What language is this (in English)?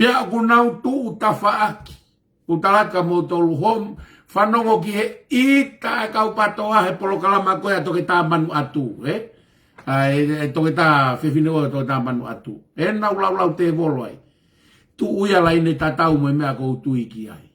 Tongan